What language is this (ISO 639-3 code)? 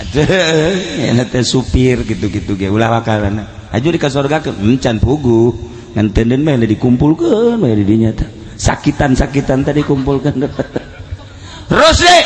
sun